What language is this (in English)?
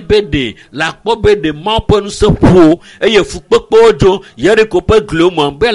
Ewe